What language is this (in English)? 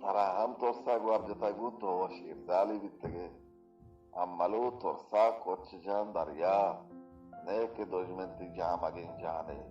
Baluchi